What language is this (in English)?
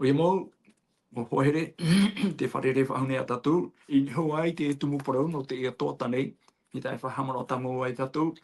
Tahitian